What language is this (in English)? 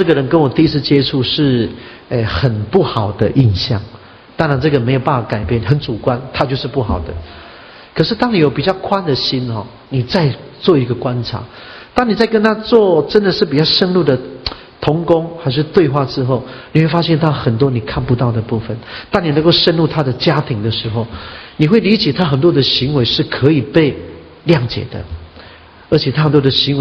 Chinese